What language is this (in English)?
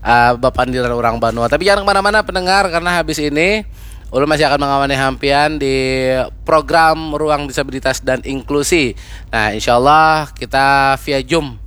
Banjar